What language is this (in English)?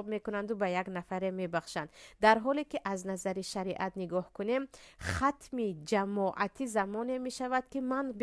Tajik